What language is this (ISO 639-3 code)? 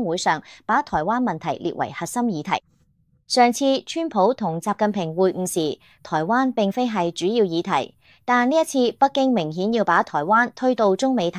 yue